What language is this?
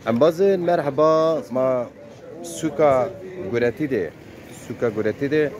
Zaza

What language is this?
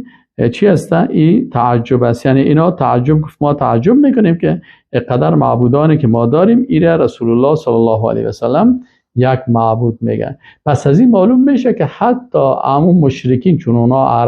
Persian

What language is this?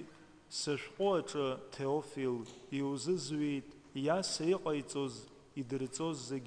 Abkhazian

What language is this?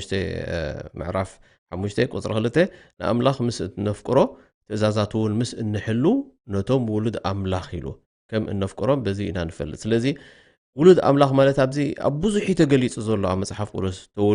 Tigrinya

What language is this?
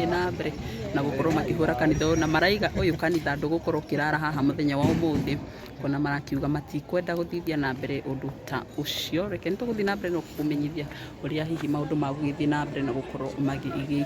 Kikuyu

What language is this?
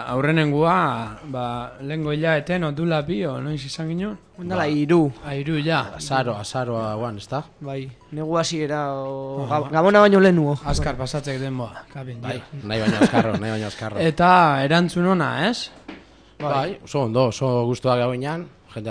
Basque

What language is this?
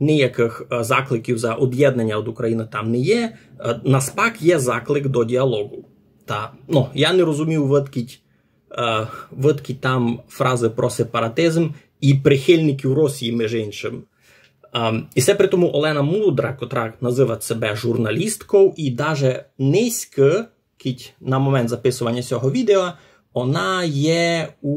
Rusyn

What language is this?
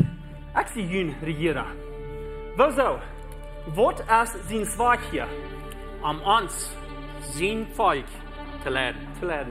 Plautdietsch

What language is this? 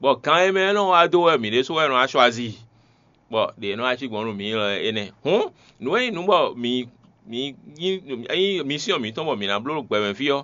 Fon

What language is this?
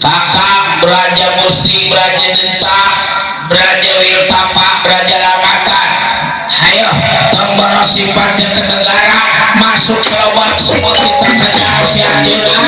Betawi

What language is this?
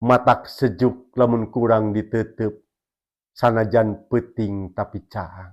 Sundanese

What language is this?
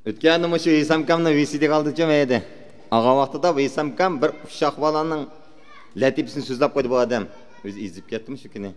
Uyghur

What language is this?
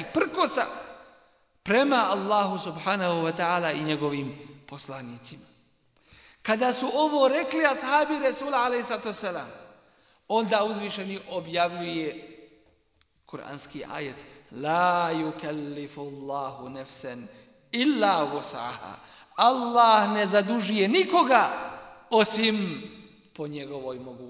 Bosnian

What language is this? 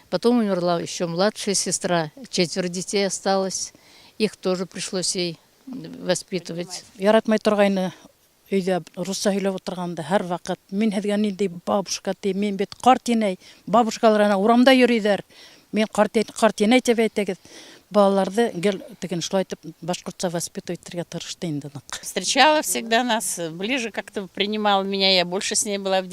Bashkir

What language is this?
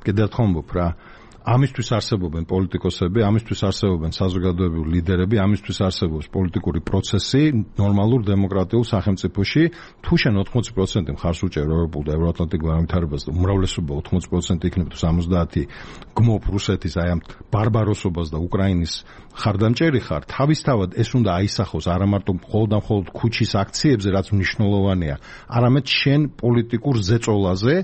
Georgian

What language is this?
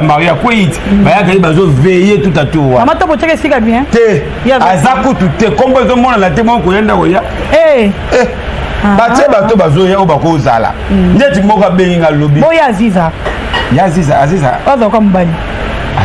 Lingala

